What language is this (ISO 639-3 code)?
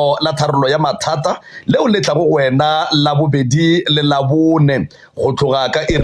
nso